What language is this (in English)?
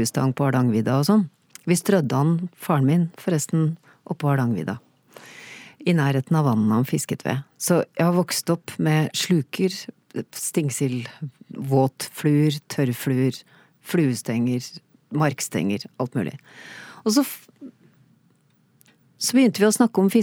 Norwegian